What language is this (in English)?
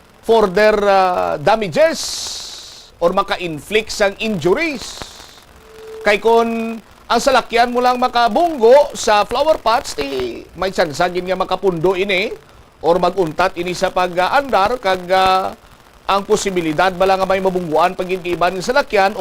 Hiligaynon